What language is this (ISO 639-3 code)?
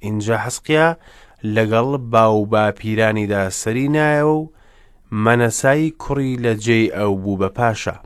ckb